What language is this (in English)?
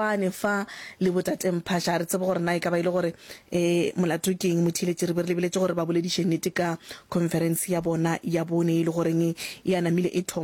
Northern Sotho